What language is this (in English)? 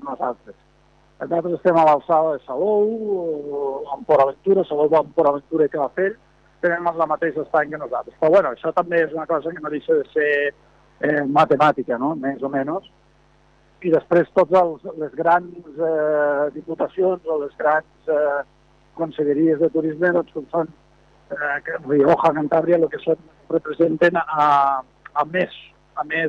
Catalan